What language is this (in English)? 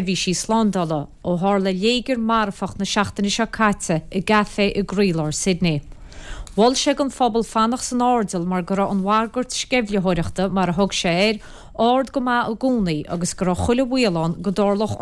Irish